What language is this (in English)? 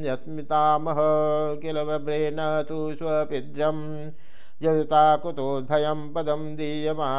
Sanskrit